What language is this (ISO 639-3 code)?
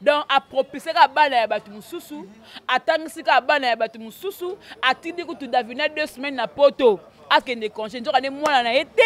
lin